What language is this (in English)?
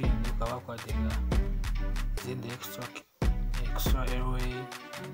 Kinyarwanda